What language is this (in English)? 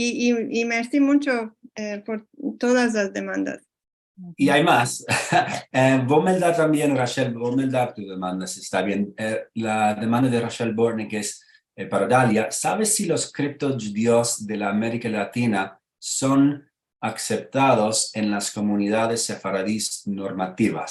Ladino